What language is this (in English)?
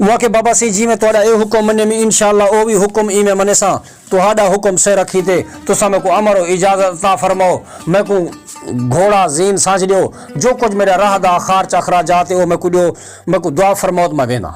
Saraiki